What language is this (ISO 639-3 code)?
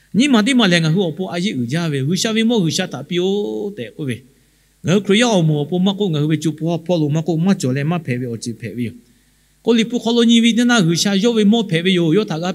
lhu